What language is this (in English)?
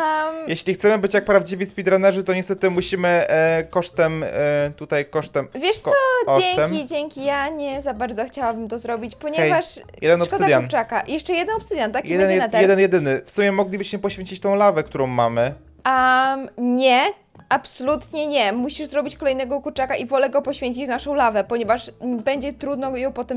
Polish